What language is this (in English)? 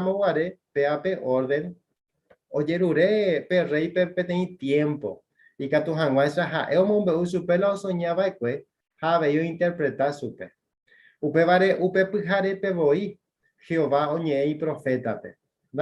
Guarani